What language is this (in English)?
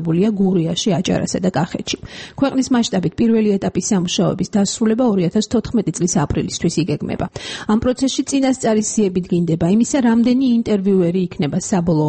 Georgian